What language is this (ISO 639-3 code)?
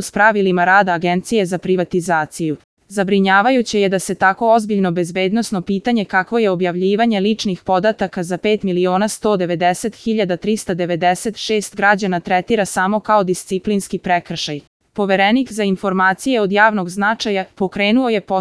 srp